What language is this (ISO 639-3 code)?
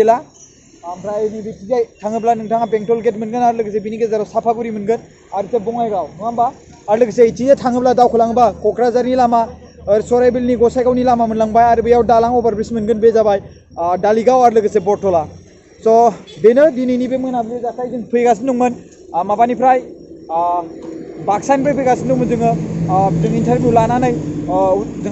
brx